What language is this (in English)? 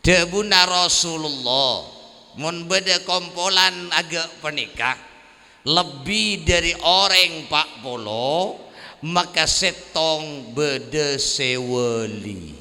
Madurese